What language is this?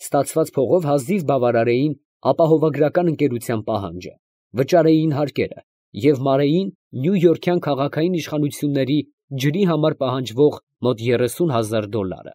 Armenian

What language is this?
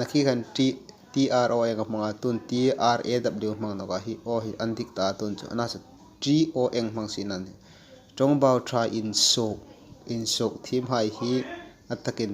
Hmar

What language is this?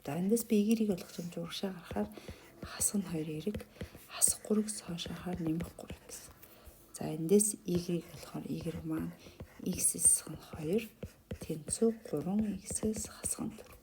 Mongolian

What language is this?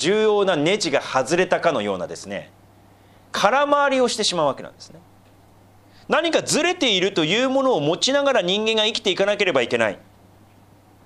Japanese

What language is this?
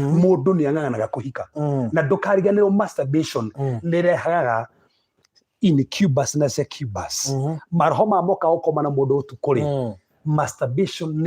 Kikuyu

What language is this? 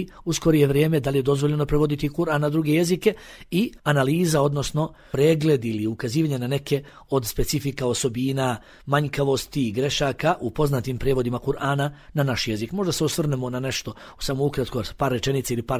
Bosnian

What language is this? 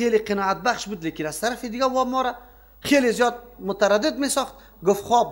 Persian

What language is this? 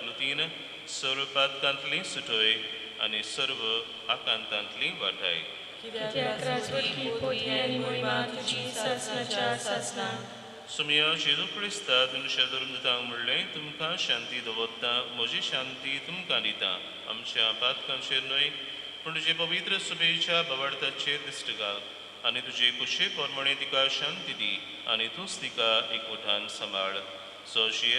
Konkani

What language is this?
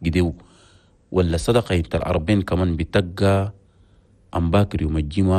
Chadian Arabic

